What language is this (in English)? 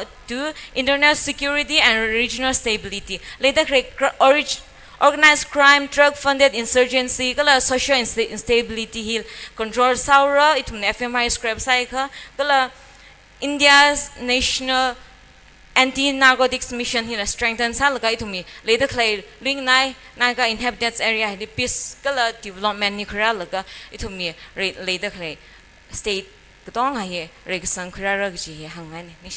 Tangkhul Naga (India)